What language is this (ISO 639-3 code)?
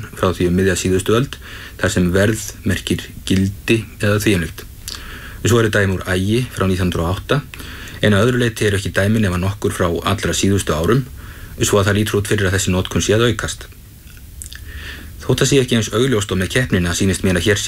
isl